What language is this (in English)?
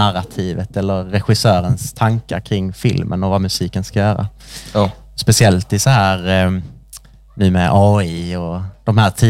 Swedish